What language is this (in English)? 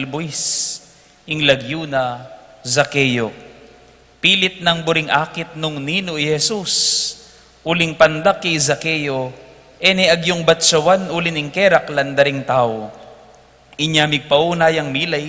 Pampanga